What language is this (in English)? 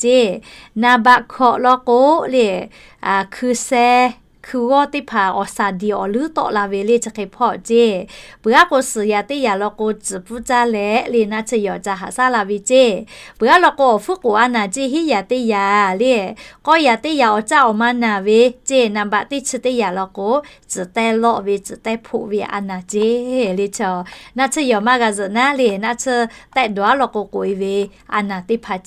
Lahu